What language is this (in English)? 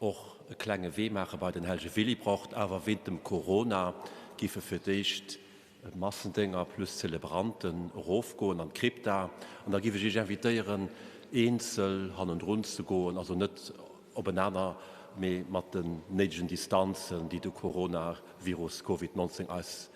Luxembourgish